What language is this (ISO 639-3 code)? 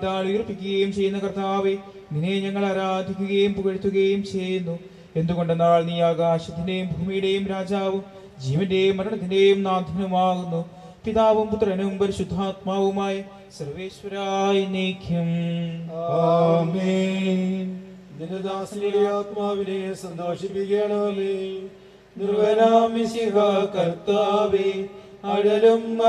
mal